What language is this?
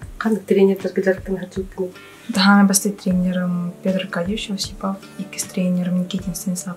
Yakut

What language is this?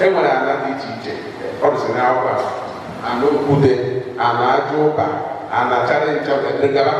Igbo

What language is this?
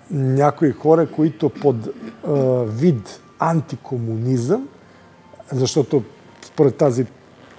Bulgarian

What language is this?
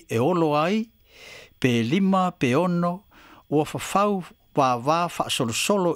Samoan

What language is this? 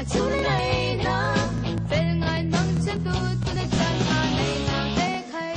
Falam Chin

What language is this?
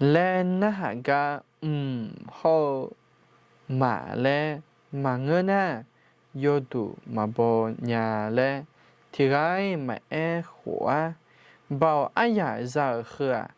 Akha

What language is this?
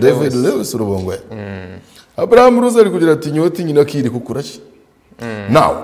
Nyankole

